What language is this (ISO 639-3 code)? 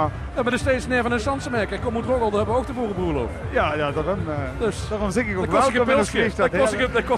lim